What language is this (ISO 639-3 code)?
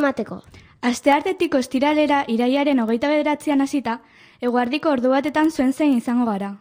eus